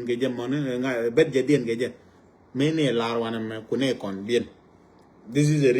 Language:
Nuer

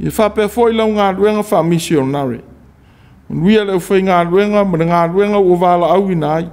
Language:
Samoan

